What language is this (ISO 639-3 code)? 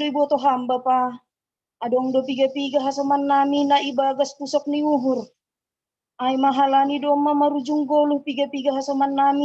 bts